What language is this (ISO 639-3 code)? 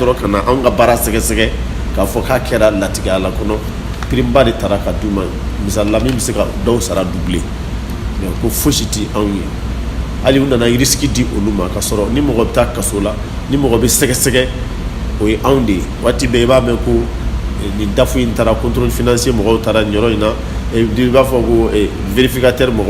bam